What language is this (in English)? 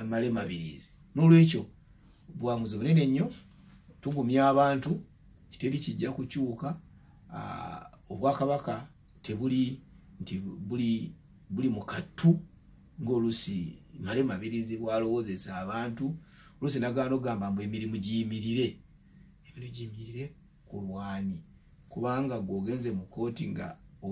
Ganda